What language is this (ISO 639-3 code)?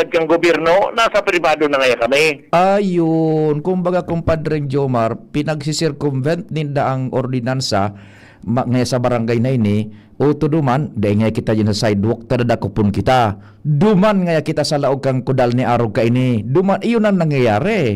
bik